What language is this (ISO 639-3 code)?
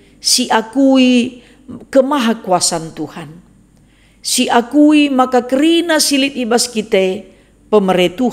btx